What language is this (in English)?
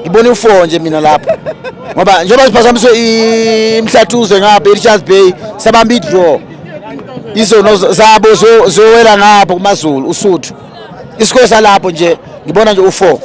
Zulu